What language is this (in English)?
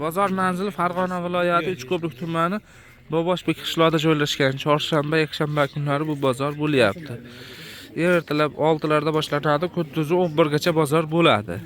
Uzbek